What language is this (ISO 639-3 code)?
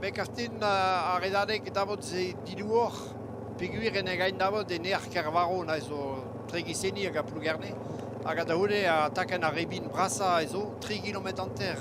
bre